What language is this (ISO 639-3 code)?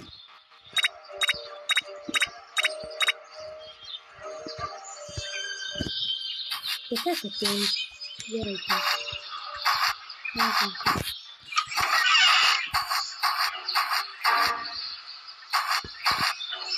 hrv